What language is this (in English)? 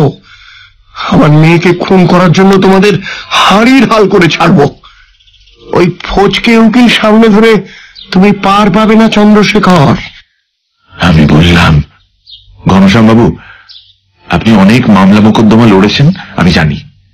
Bangla